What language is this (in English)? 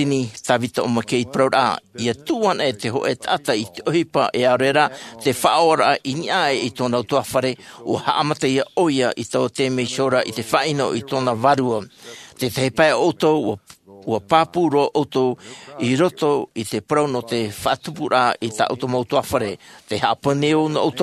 Tahitian